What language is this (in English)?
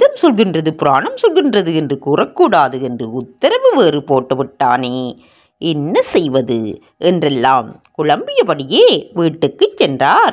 Tamil